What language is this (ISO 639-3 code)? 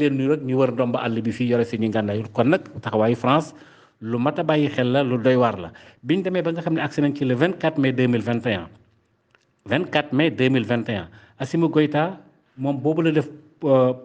wol